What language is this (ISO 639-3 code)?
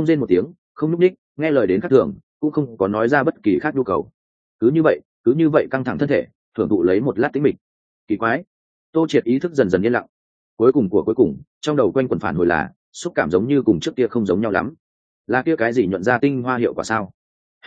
vie